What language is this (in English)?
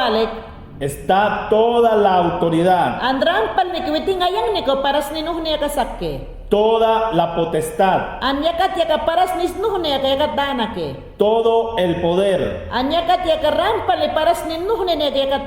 Mayangna